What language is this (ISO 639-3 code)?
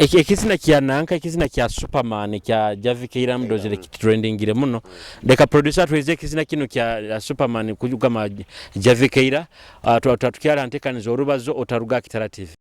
nyo